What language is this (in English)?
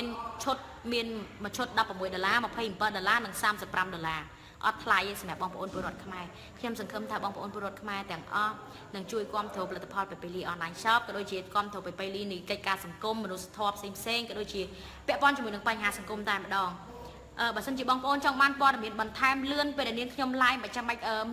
Khmer